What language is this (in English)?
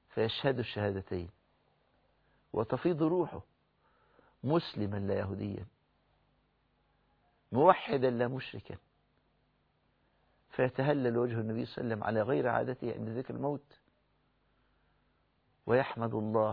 Arabic